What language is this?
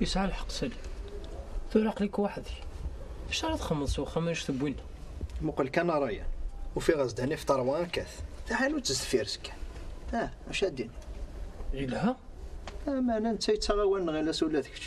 Kabyle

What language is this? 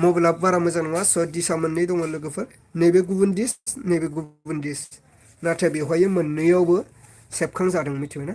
Bodo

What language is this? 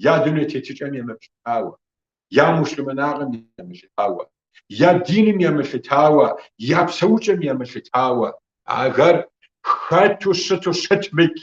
Kabardian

